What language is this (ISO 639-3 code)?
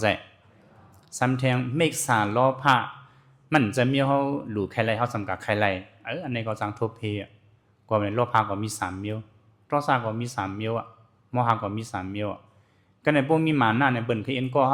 shn